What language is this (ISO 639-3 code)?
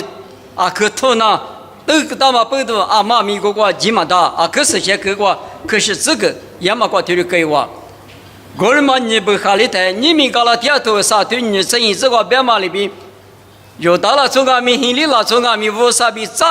lis